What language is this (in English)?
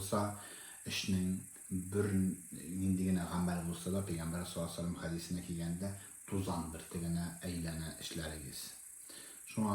Tatar